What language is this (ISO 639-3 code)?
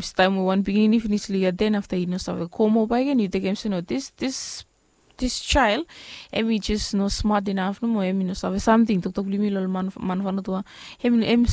bis